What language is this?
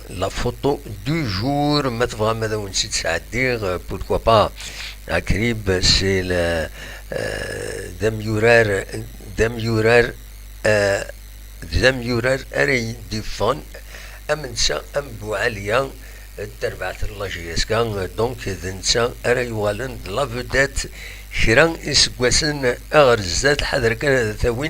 Kabyle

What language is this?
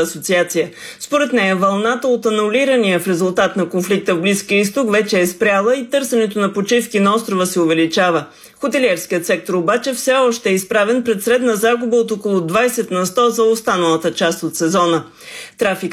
Bulgarian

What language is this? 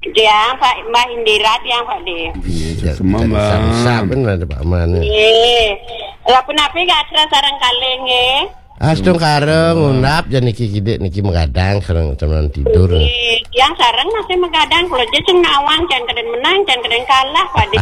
Balinese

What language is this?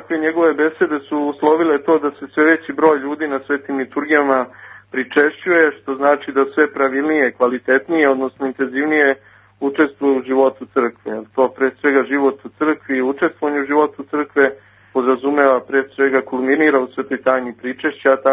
Serbian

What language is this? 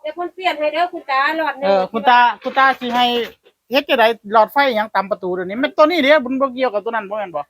Northeastern Thai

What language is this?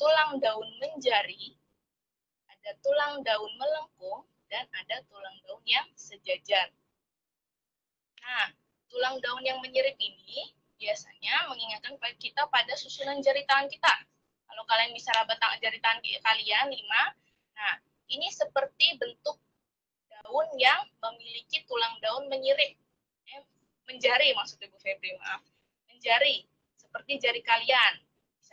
Indonesian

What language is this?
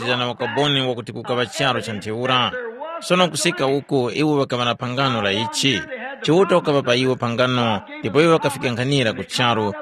Tumbuka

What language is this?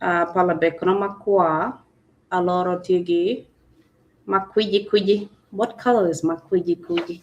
Acoli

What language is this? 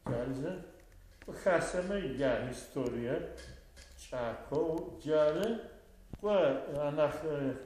Adyghe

